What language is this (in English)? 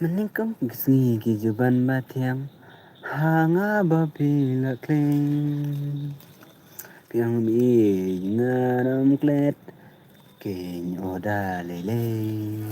Khasi